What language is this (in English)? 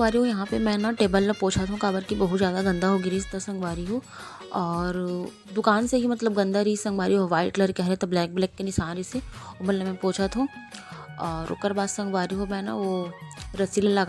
Chhattisgarhi